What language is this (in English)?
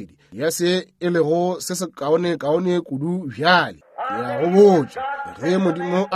Northern Sotho